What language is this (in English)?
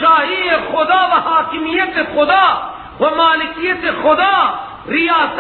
Persian